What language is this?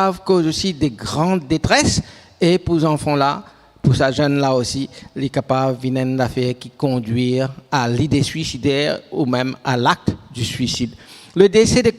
Morisyen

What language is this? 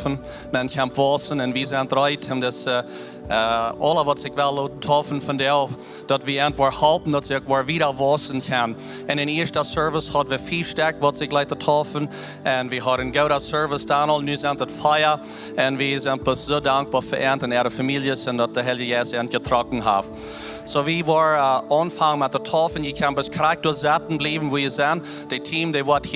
Plautdietsch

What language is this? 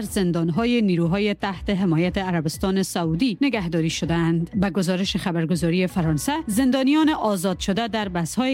Persian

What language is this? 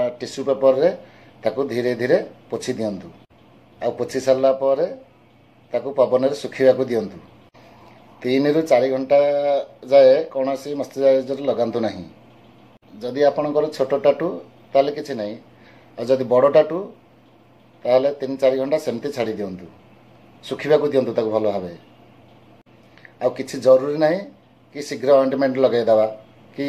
Odia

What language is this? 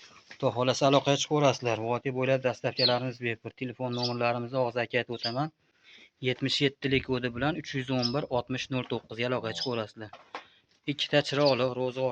Uzbek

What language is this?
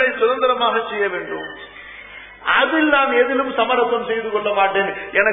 Tamil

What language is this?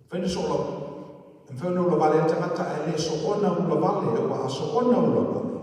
Samoan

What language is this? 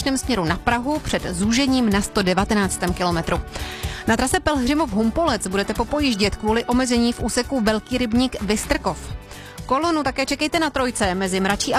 Czech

